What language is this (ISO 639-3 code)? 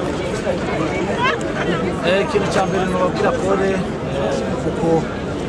kin